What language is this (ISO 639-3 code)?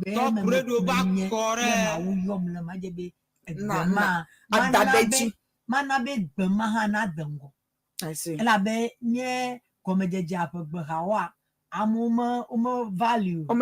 ewe